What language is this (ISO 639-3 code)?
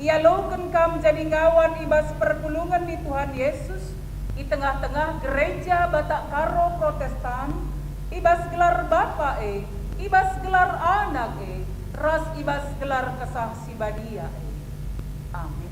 btx